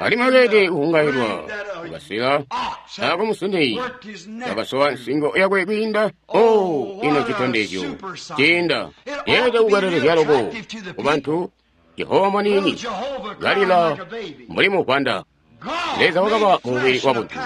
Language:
Tonga (Zambia)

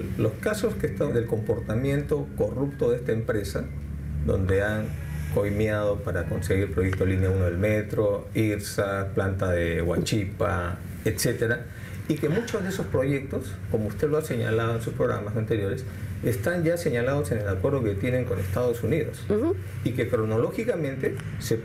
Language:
Spanish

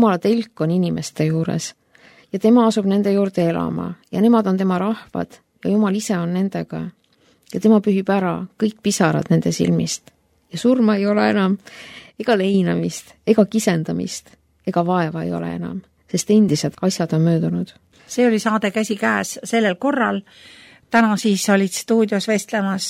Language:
Estonian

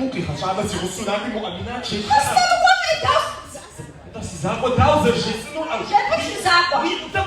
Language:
Kabardian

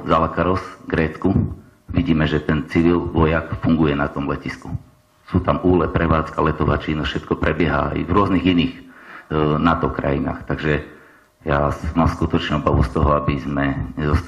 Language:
Slovak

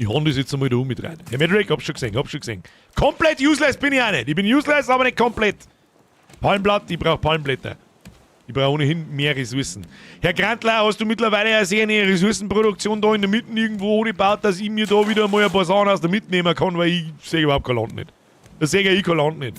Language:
Bavarian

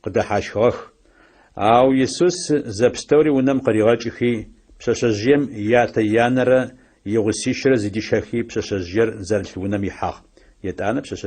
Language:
Adyghe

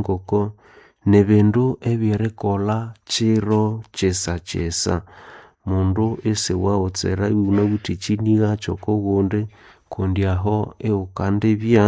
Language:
Nande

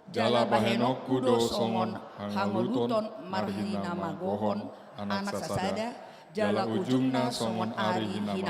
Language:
Batak Toba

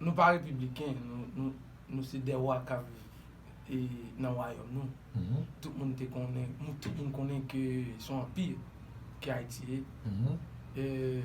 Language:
Haitian Creole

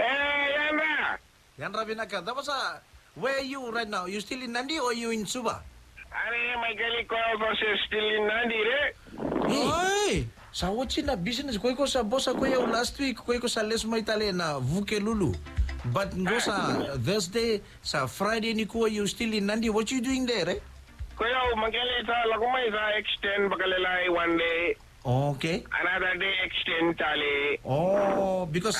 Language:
Fijian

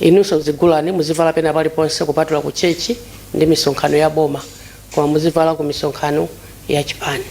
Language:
Nyanja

